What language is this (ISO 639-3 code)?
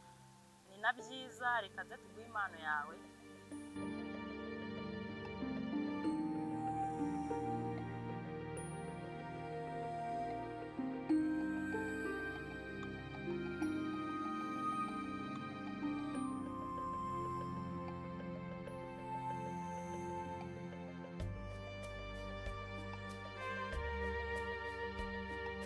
kin